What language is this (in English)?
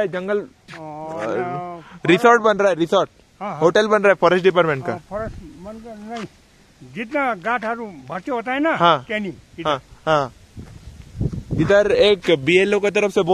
Hindi